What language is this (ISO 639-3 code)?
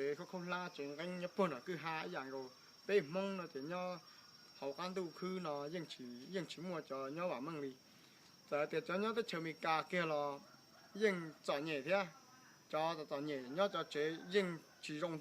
hmn